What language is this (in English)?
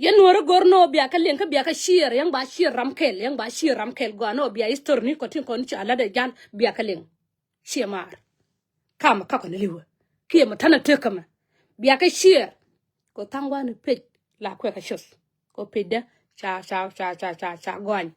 Nuer